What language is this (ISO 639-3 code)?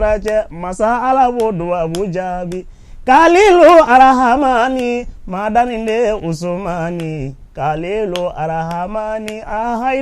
bam